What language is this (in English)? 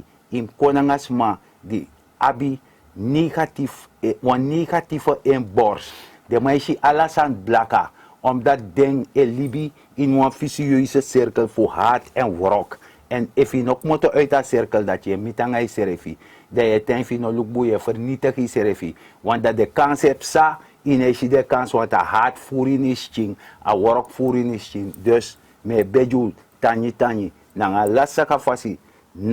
Sranan Tongo